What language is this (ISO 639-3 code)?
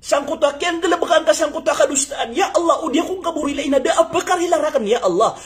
mrw